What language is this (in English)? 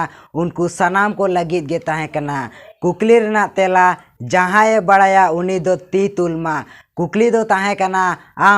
Santali